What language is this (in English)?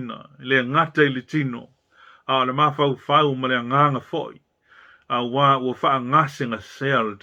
Samoan